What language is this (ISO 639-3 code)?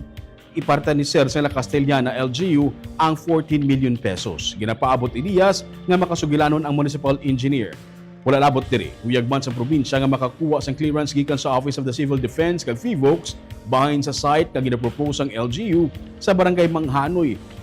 hil